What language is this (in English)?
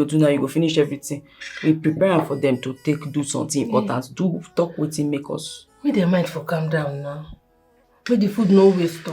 Nigerian Pidgin